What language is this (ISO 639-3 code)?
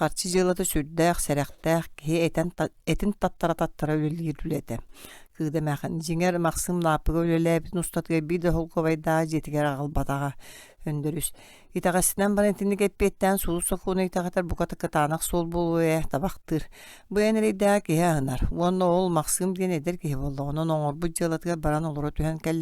sah